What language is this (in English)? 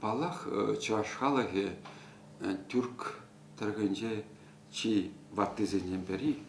Chuvash